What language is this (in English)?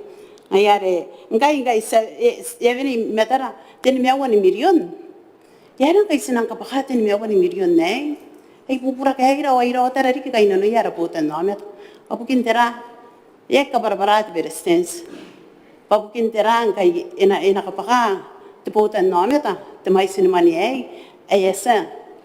Gilbertese